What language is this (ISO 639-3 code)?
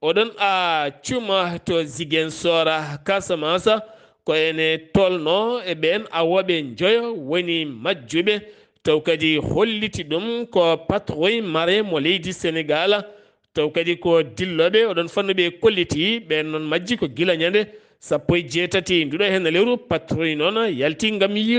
ful